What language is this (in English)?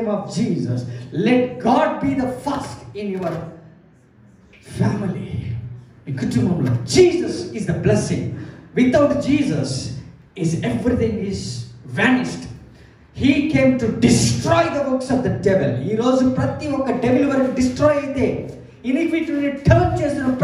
Telugu